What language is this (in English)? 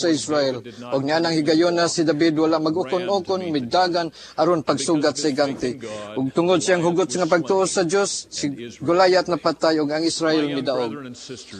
Cebuano